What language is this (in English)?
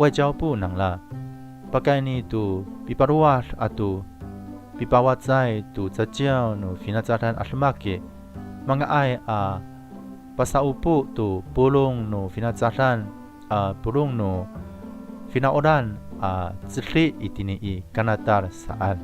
Amis